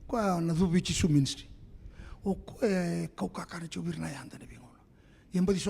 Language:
Fijian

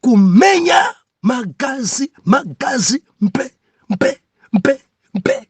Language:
Nyanja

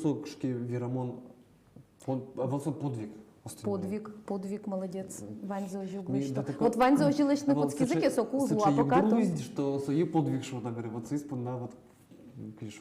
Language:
Udmurt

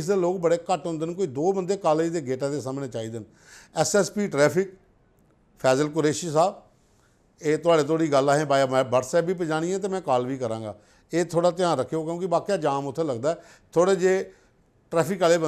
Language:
Dogri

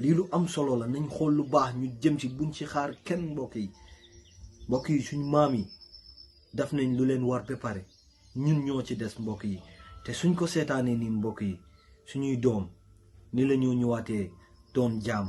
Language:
Wolof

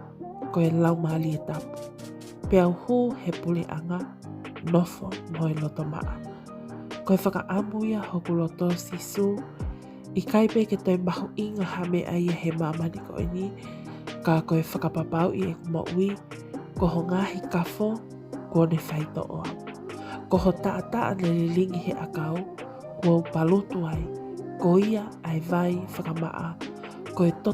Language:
Tongan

